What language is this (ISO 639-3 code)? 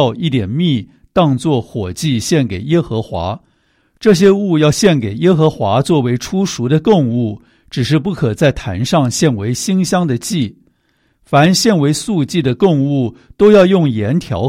zho